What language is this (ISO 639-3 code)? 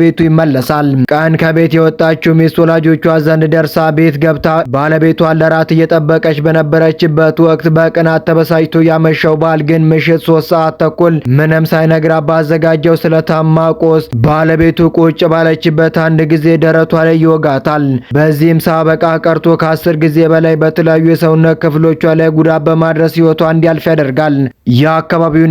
amh